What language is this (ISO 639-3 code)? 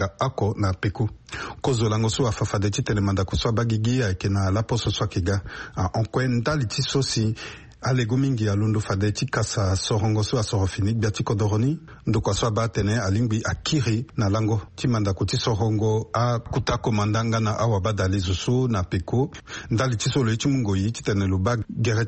sag